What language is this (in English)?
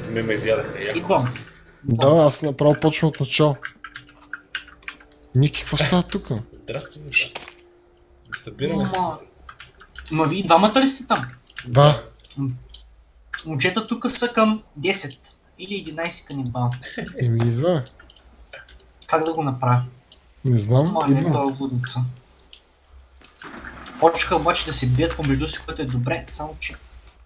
Bulgarian